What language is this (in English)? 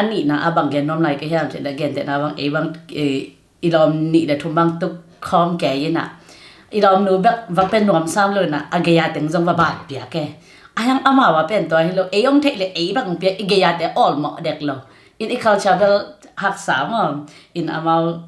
Tedim Chin